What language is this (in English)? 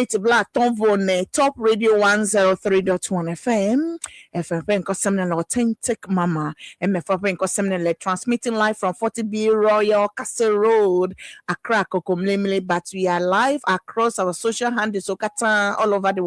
Ewe